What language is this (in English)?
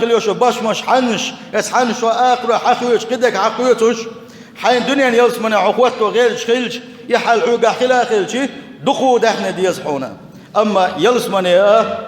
Chechen